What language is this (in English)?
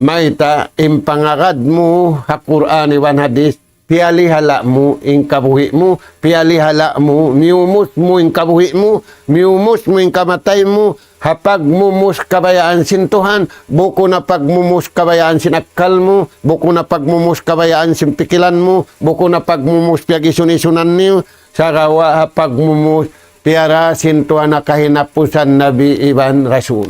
Tausug